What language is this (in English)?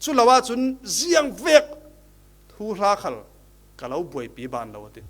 Falam Chin